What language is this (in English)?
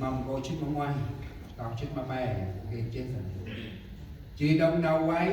Central Mnong